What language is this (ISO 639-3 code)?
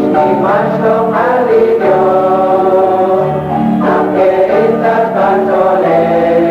kek